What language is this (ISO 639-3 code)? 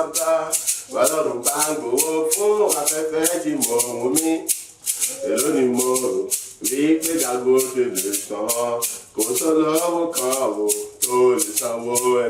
yor